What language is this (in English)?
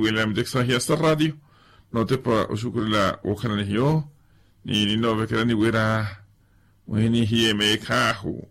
Makhuwa